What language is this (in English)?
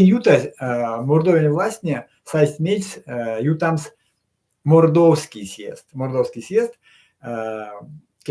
Erzya